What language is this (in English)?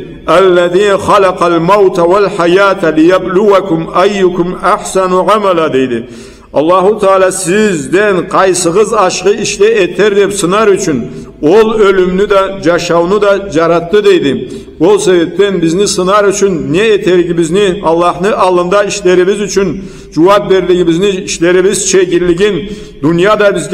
Karachay-Balkar